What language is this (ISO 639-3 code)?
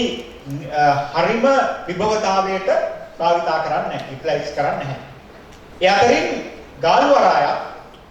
sin